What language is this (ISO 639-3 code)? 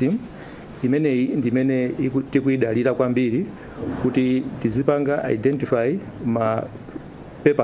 nya